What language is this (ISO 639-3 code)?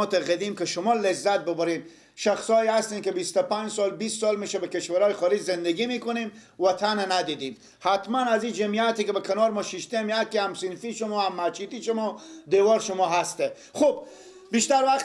fas